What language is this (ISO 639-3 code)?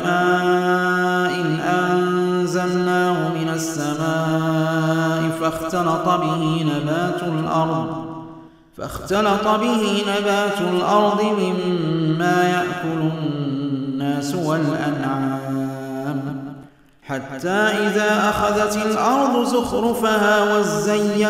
ara